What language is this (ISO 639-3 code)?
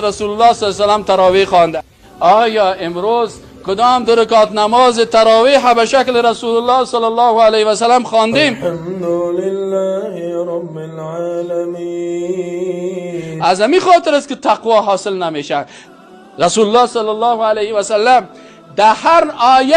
tgk